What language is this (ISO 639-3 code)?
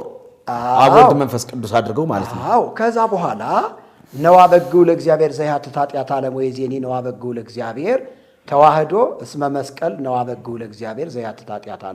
amh